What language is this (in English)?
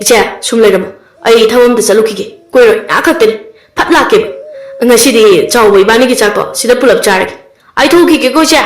Manipuri